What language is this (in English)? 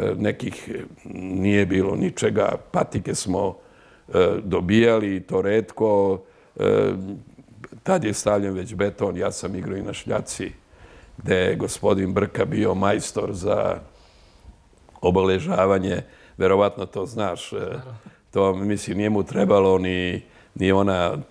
Serbian